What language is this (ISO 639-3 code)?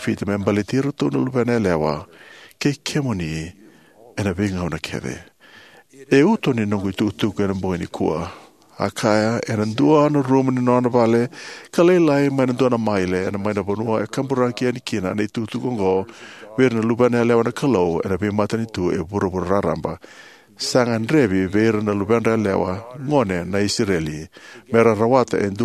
fij